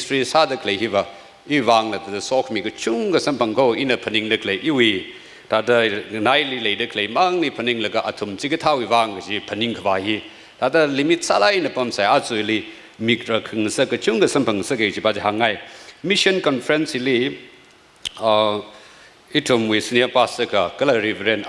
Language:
Tangkhul Naga (India)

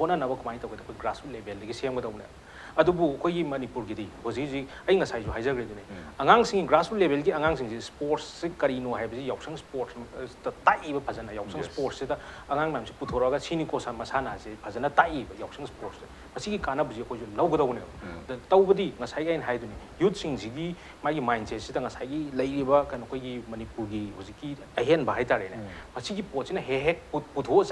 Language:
Manipuri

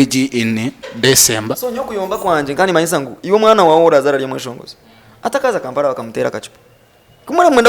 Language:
Nyankole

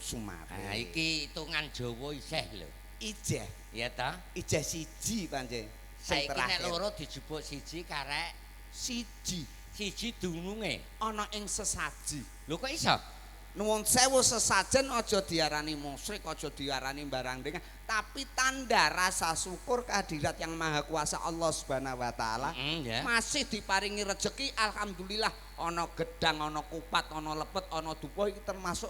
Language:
Javanese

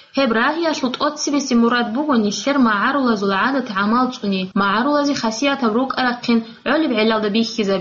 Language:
Avaric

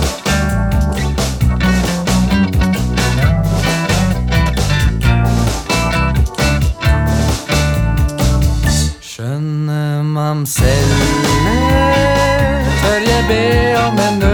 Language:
Norwegian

